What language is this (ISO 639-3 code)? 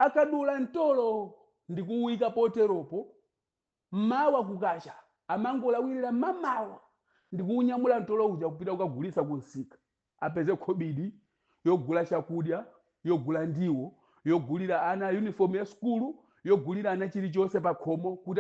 nya